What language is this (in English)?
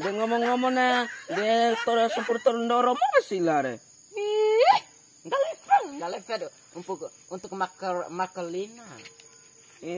Bima